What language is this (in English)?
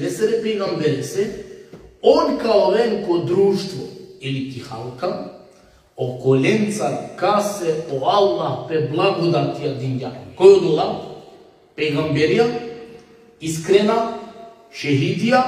Balkan Romani